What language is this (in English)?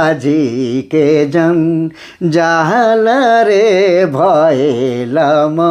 Sadri